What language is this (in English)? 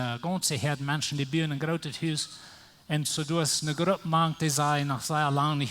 Plautdietsch